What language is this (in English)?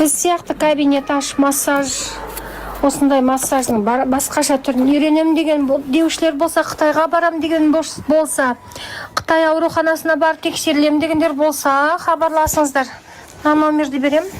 Kazakh